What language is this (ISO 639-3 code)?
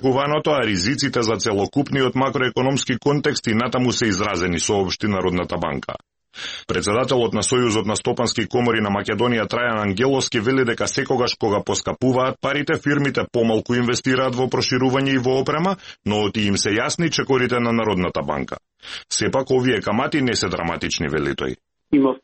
mkd